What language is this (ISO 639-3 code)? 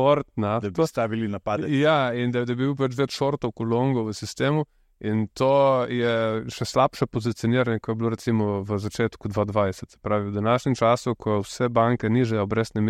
slv